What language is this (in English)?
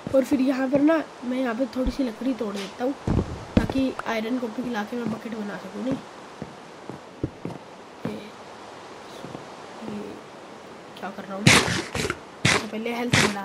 Hindi